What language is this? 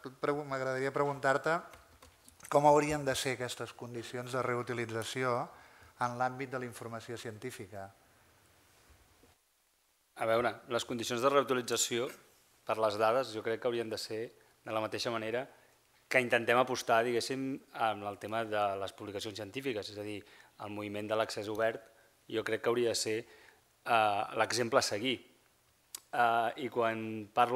Catalan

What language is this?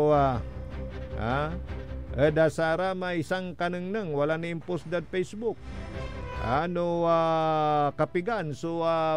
Pangasinan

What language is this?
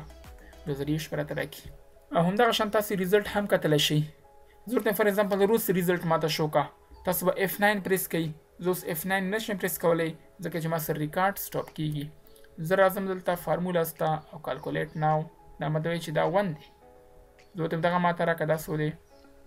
Pashto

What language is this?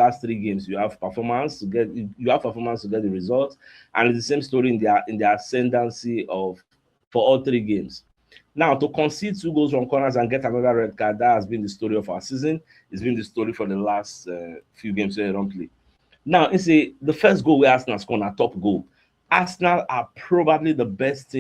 Nigerian Pidgin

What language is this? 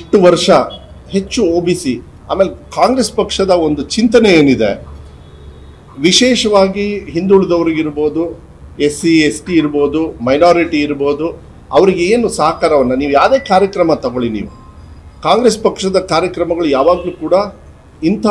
Kannada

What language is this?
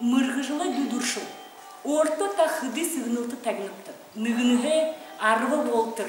Buriat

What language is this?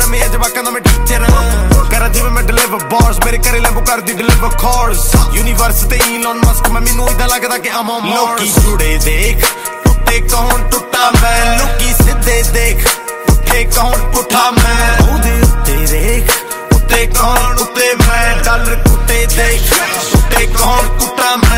Punjabi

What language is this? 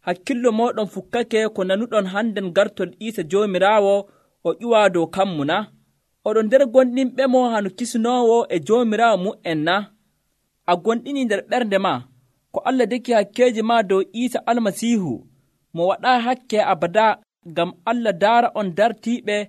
Nigerian Fulfulde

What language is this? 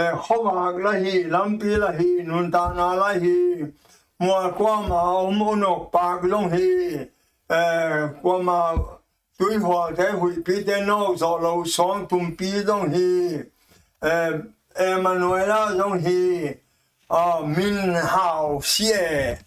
Tedim Chin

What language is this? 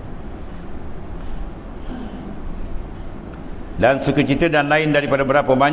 Malay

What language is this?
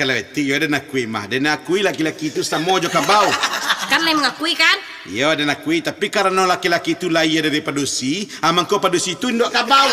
Minangkabau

